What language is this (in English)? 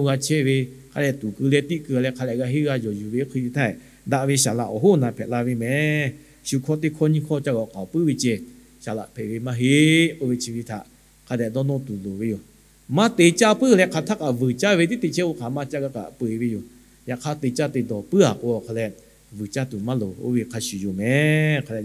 Lahu